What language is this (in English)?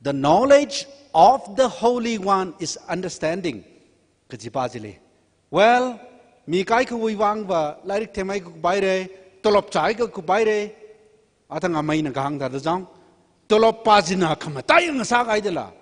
Tangkhul Naga (India)